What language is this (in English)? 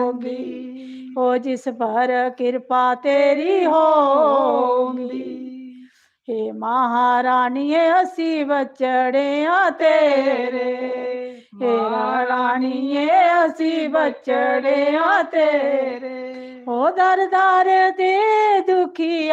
Dogri